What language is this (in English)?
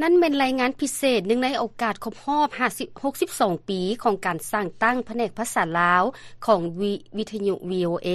Lao